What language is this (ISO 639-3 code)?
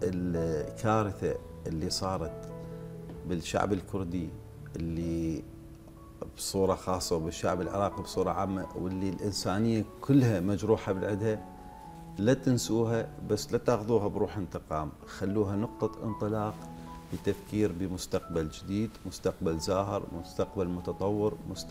acm